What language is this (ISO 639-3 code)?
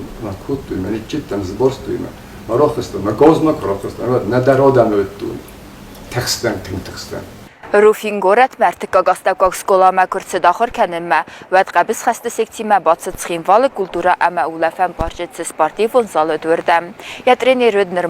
oss